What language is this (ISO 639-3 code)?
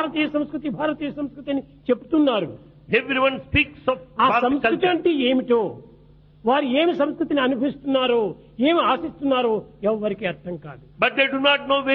tel